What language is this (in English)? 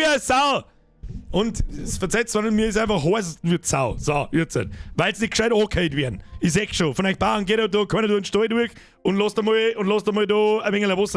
Bavarian